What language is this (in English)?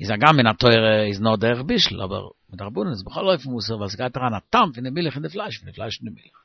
Yiddish